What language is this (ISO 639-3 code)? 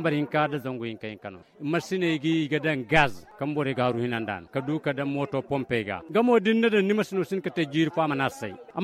dje